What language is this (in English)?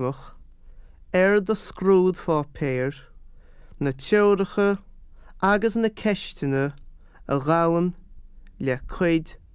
Irish